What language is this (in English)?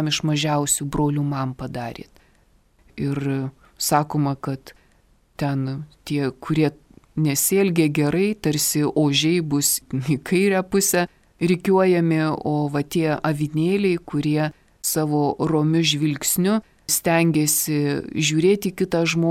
Lithuanian